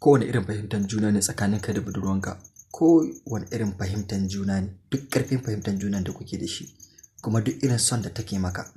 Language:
Hausa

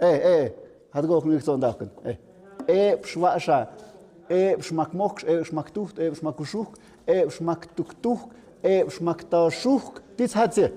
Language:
Tlahuitoltepec Mixe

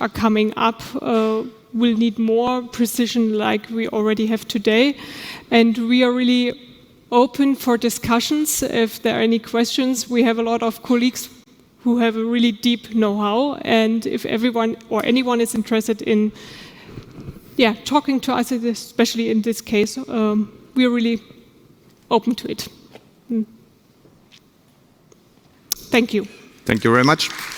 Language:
English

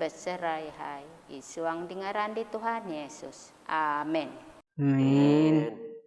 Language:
Central Dusun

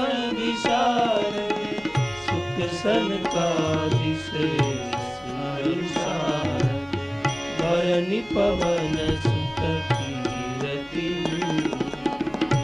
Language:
Gujarati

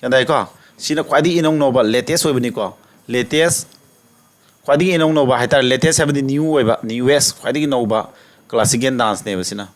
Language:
Manipuri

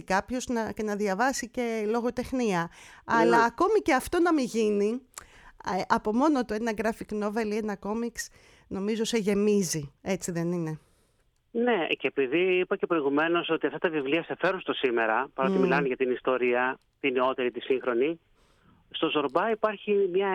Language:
Greek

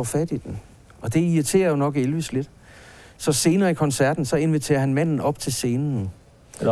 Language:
Danish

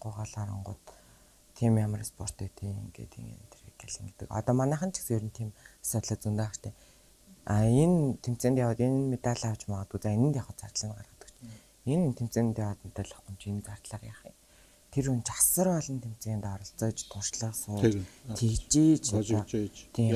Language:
Mongolian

